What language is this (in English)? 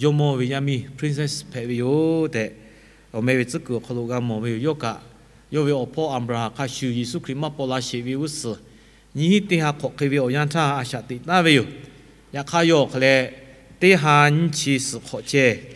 Lahu